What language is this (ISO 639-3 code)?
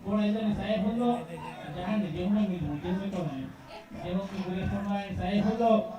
div